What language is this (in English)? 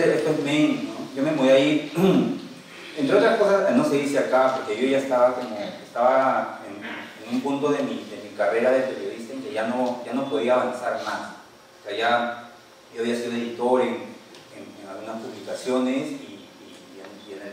Spanish